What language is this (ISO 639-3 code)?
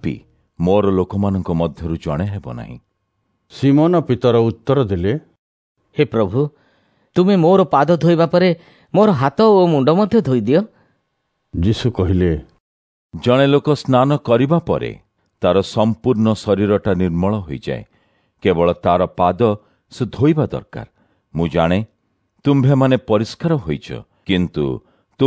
ori